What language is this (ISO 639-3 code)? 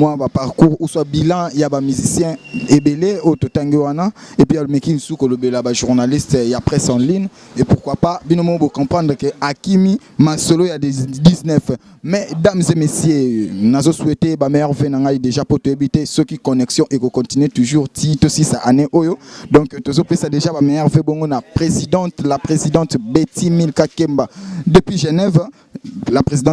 lin